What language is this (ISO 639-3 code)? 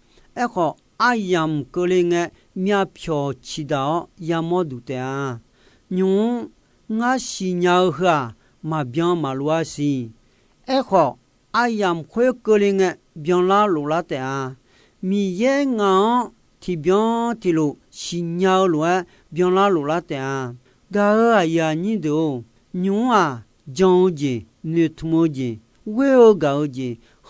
ahk